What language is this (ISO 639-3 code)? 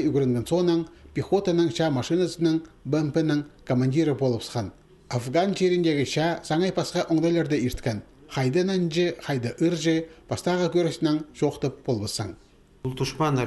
kjh